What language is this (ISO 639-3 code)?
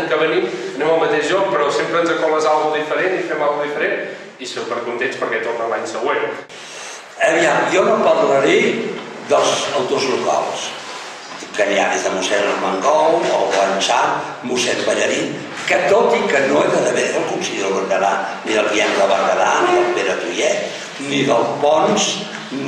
cat